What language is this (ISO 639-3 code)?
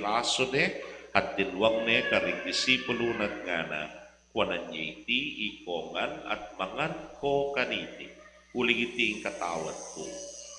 pam